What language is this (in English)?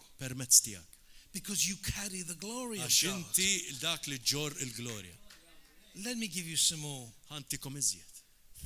Maltese